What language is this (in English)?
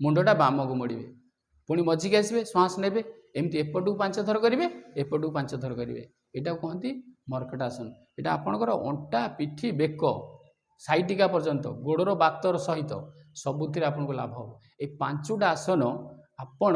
Odia